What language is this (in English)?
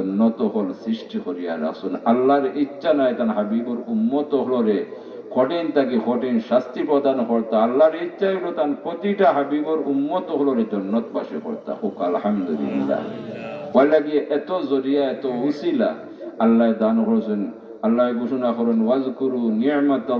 Sylheti